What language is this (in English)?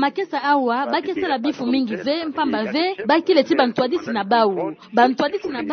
Kituba (Democratic Republic of Congo)